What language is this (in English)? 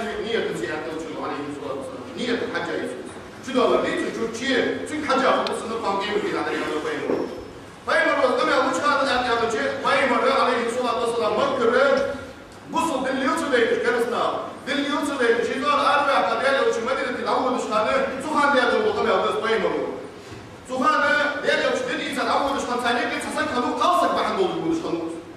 Ingush